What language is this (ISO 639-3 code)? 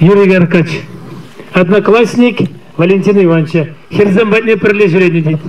chv